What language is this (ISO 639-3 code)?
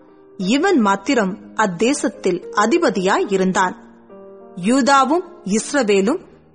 tam